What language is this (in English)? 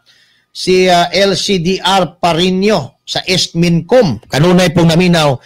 Cebuano